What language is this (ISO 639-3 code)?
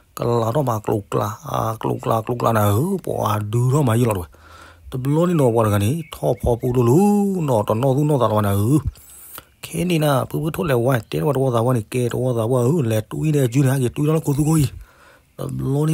ksw